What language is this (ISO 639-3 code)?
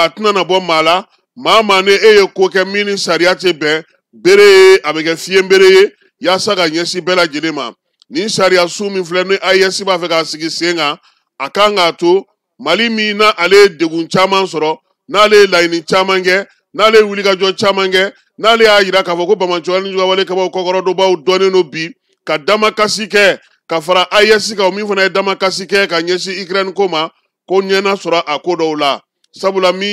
bam